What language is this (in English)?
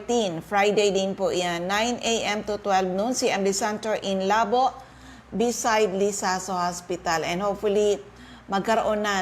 Bikol